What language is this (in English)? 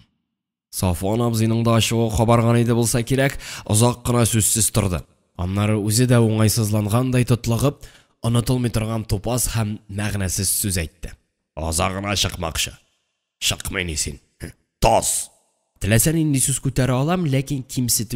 Tatar